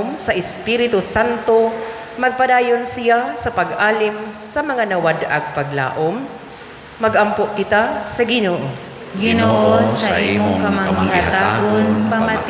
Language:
Cebuano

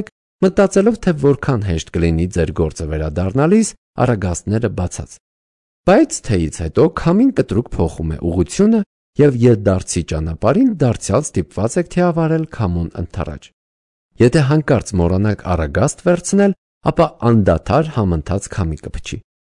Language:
Armenian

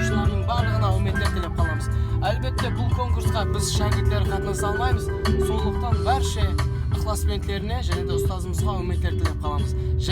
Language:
Kara-Kalpak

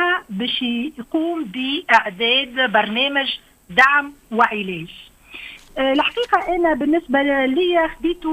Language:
Tunisian Arabic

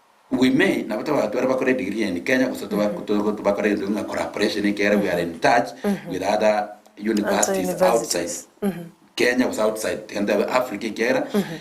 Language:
Gusii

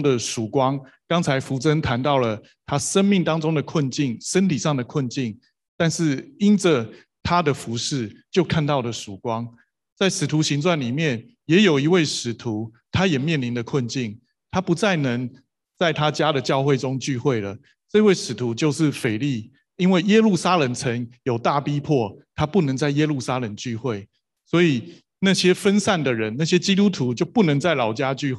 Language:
Chinese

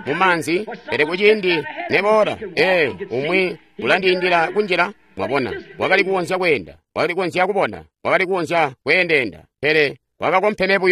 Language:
Tonga (Zambia)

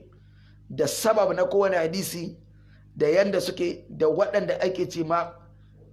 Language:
Hausa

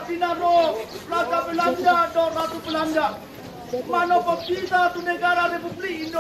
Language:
Batak Toba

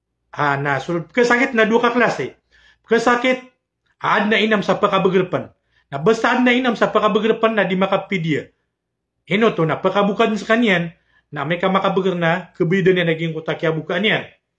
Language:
Maranao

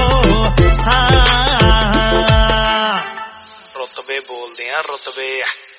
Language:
Punjabi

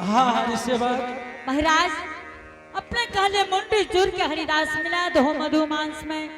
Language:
Angika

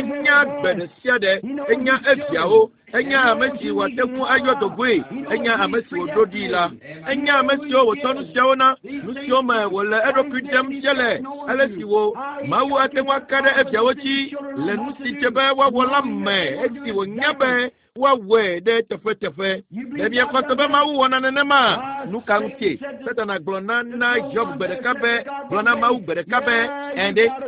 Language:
Ewe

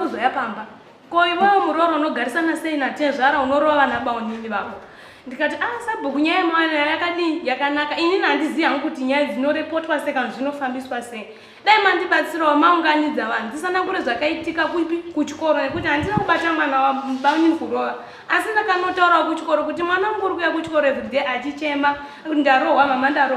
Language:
Shona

